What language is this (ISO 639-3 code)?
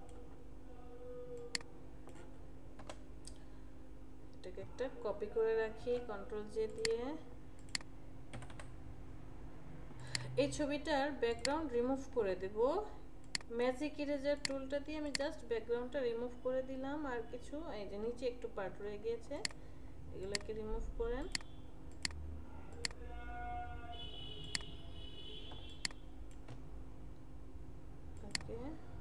ben